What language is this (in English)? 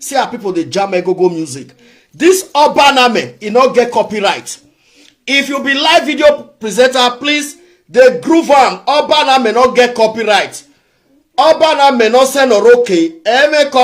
Nigerian Pidgin